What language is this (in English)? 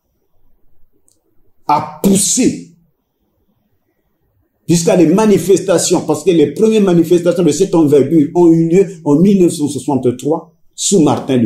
French